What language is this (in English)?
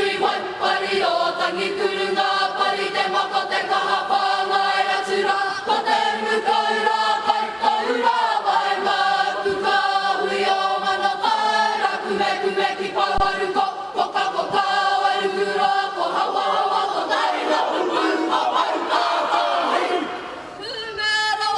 Māori